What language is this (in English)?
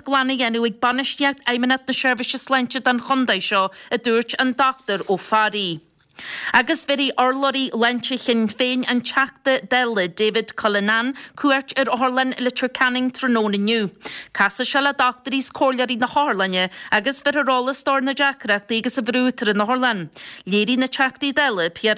Irish